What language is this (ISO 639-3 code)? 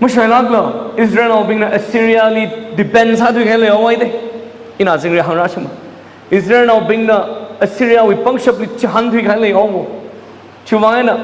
nmf